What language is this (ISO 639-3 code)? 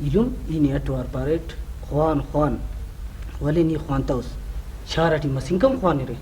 brh